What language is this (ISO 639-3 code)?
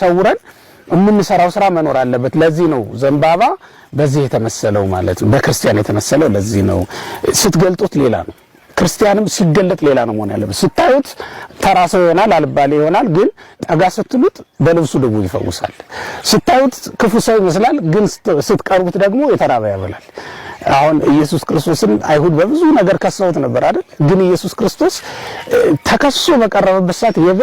amh